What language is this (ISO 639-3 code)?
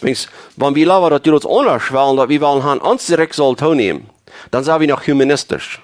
pdt